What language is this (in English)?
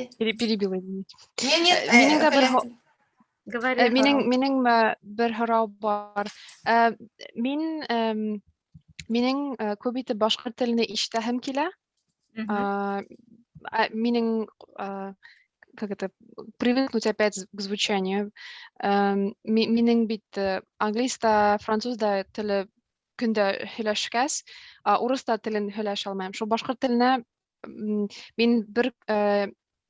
Bashkir